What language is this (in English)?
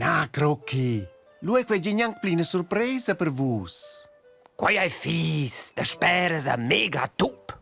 Romansh